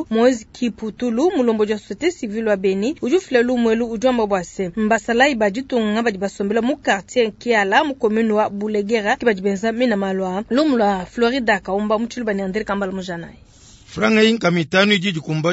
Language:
Luba-Lulua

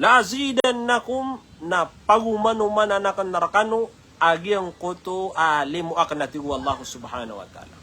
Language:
Maranao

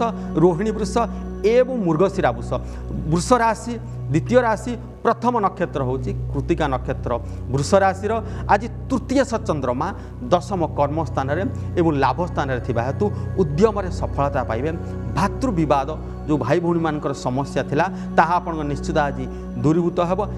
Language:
Odia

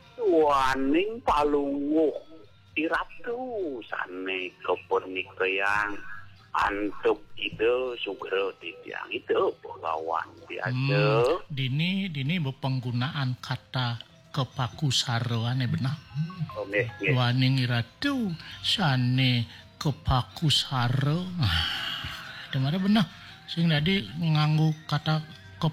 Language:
Balinese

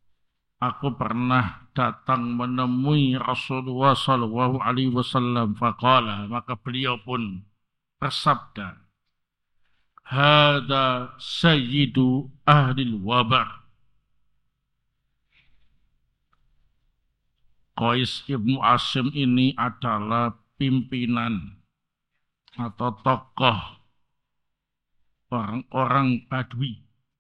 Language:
Indonesian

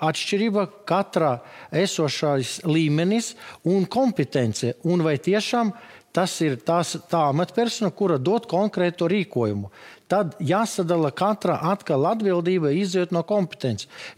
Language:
Latvian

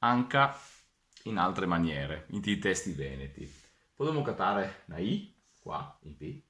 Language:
Venetian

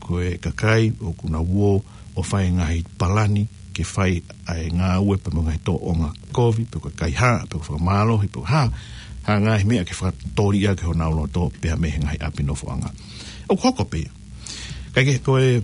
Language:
Tongan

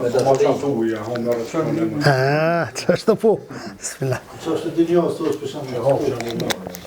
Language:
Albanian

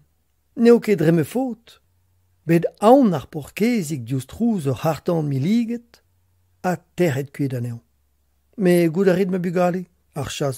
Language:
Breton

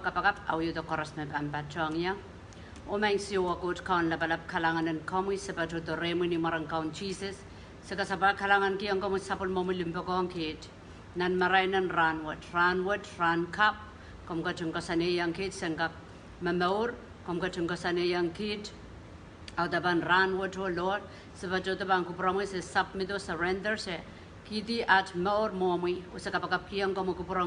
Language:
Pohnpeian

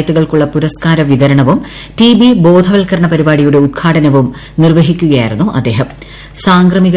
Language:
Malayalam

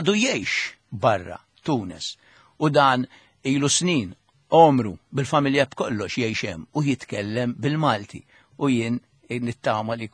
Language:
Maltese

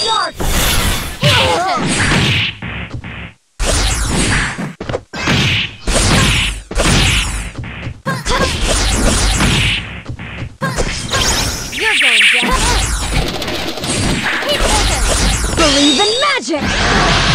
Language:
English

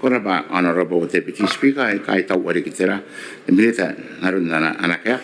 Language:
Gilbertese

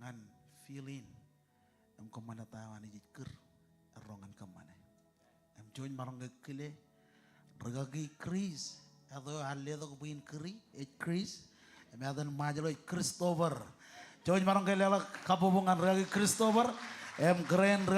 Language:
Marshallese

